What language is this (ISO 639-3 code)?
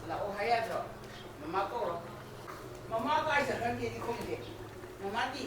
mni